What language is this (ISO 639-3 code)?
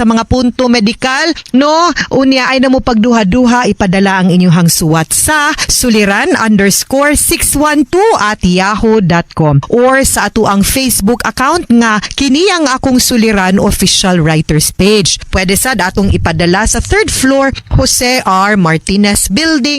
ceb